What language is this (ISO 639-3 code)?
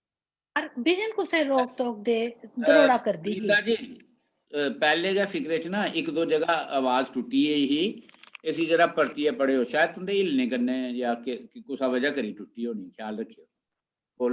doi